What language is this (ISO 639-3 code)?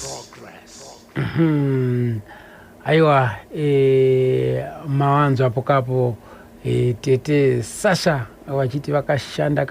sna